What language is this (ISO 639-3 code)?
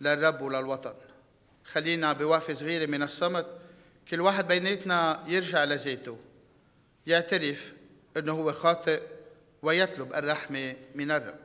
apc